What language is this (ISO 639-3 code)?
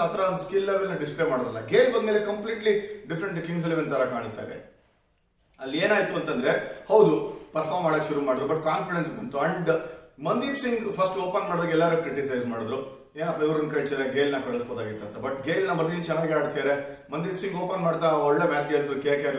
kan